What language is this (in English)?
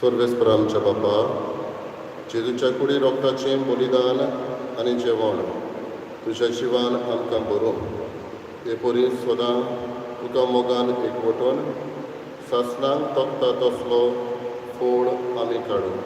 Konkani